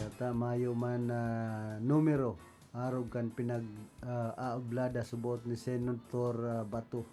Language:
Bikol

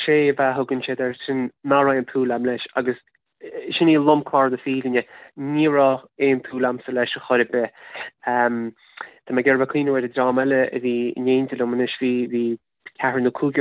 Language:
Irish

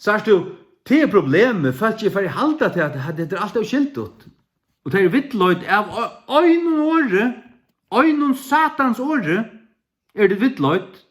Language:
Faroese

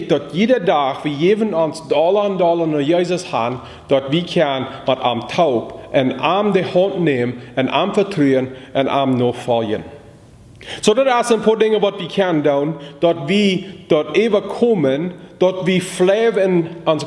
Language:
Plautdietsch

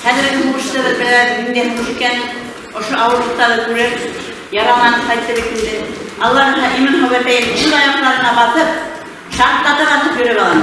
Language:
Bashkir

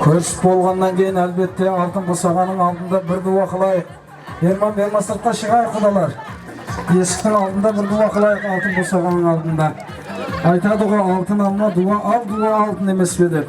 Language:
Kara-Kalpak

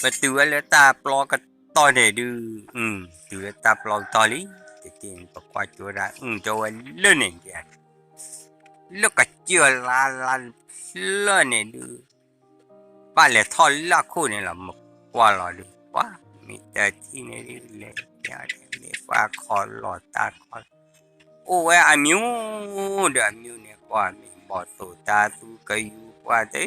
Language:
S'gaw Karen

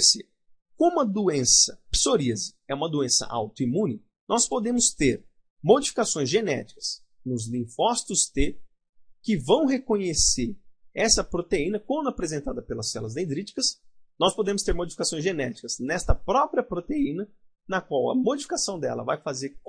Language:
Portuguese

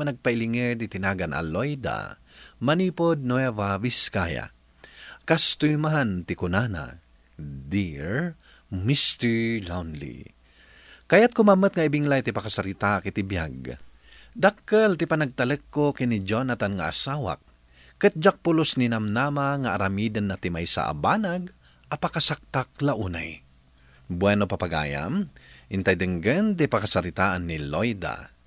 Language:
Iloko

